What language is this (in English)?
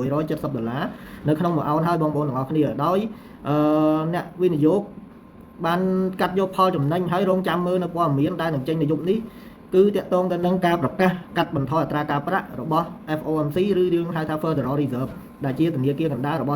Khmer